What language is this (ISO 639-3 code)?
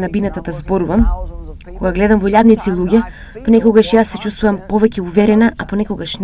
mkd